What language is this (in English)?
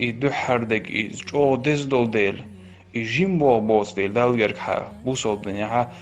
Chechen